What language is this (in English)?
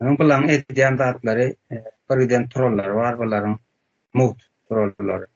Turkmen